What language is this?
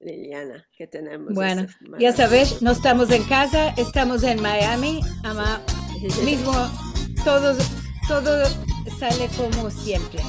Ladino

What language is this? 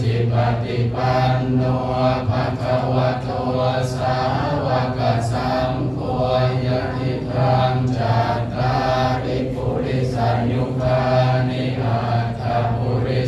Pali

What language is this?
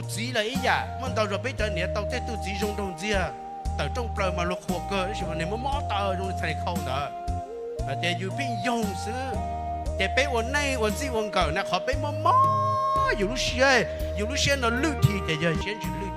Hmong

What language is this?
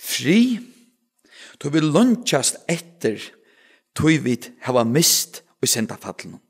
Faroese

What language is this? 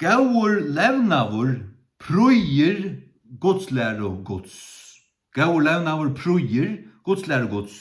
Faroese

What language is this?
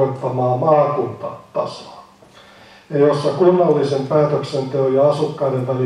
Finnish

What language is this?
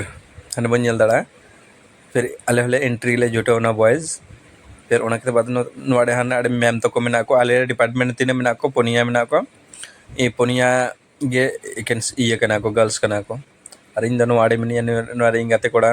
Santali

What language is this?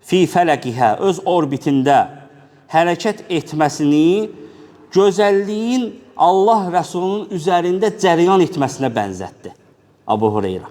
Azerbaijani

